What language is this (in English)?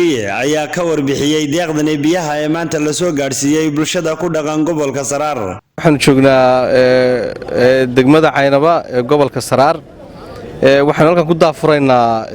Somali